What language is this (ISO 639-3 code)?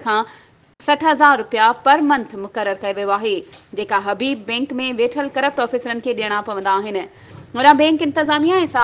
snd